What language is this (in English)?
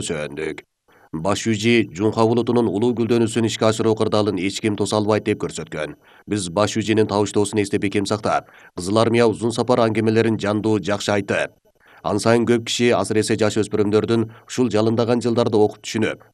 Kyrgyz